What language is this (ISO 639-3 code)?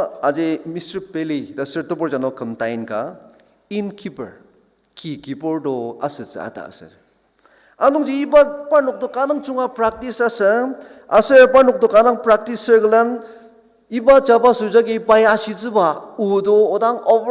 njo